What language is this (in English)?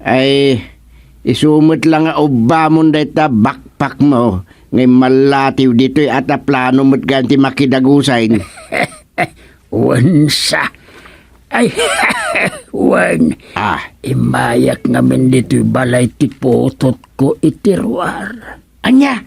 Iloko